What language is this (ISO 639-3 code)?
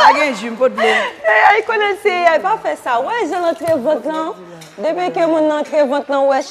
hat